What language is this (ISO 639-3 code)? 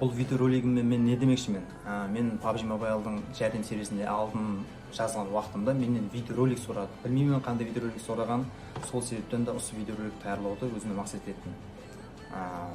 kaa